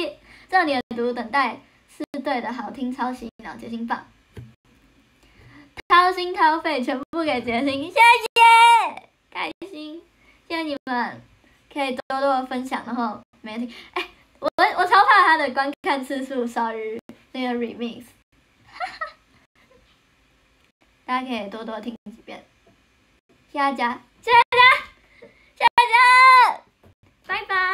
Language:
Chinese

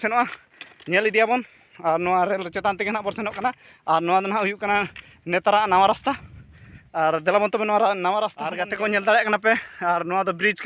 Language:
Santali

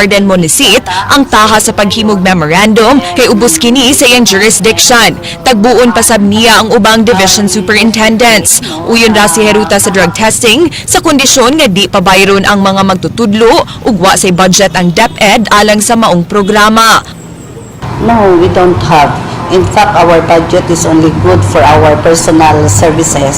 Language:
Cebuano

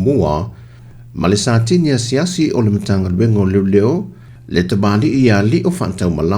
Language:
Samoan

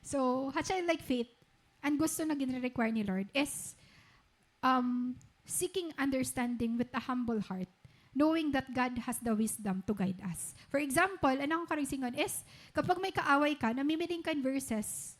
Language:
Waray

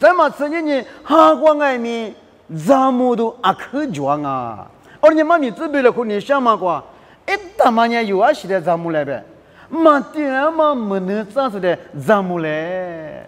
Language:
Lisu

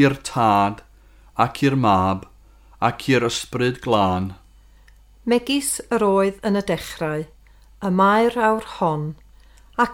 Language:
Welsh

